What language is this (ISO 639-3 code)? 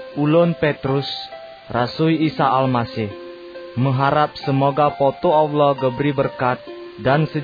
ace